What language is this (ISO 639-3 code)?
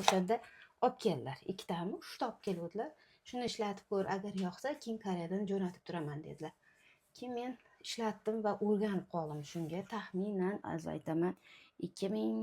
uzb